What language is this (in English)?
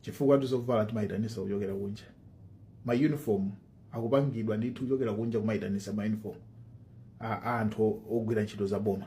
Nyanja